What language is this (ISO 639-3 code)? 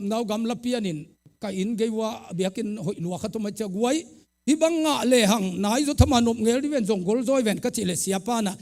ctd